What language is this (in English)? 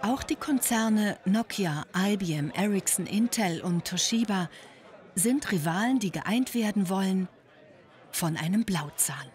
Swiss German